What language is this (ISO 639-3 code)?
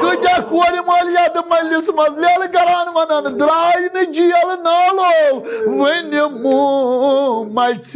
kas